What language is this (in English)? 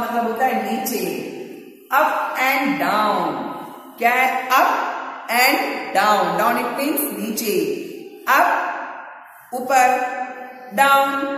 Hindi